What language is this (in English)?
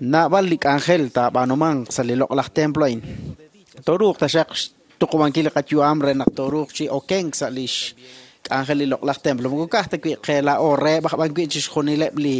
Kekchí